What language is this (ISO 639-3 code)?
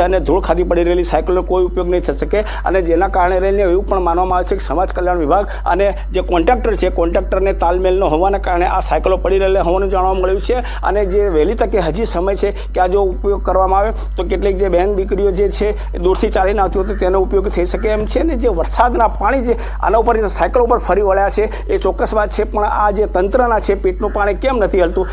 guj